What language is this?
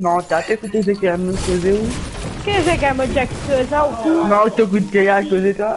Morisyen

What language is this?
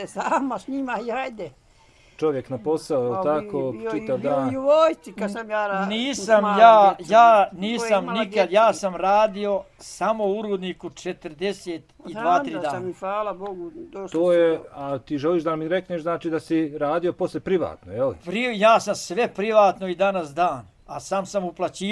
Bosnian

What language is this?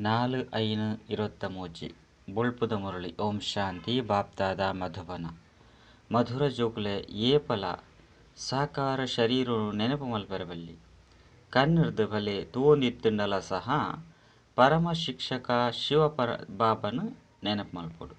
Tulu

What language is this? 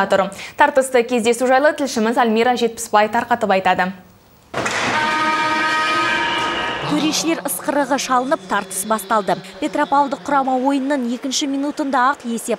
Kazakh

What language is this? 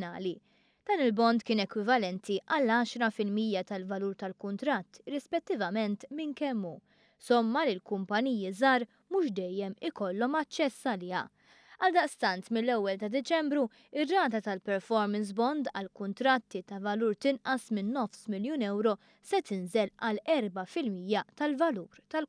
Maltese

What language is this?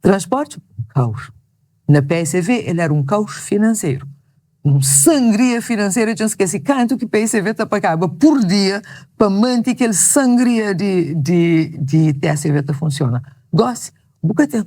Kabuverdianu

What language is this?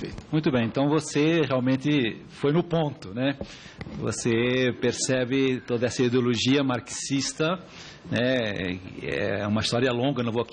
Portuguese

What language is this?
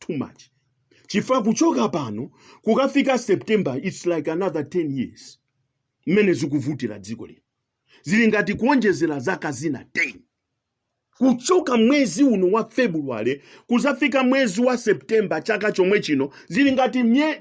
Nyanja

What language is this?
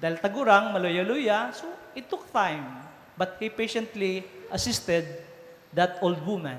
Bikol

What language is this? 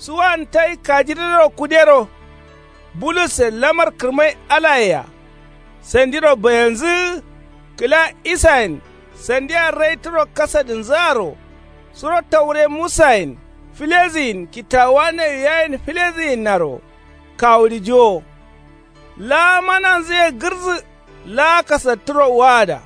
Kanuri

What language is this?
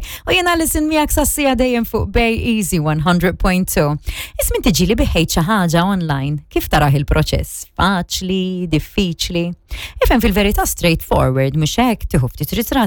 Maltese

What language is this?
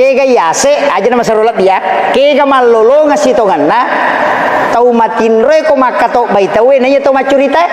Buginese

